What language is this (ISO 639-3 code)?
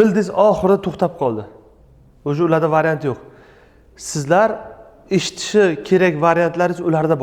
uzb